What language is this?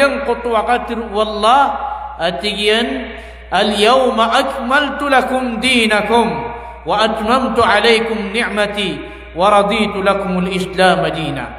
Maranao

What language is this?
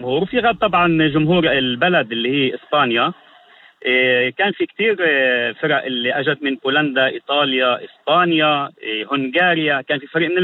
North Levantine Arabic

